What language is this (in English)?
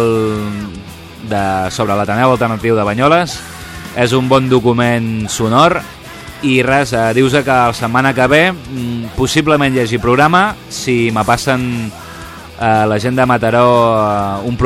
Catalan